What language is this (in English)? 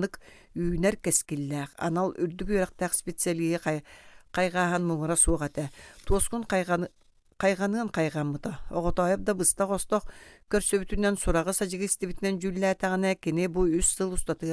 Yakut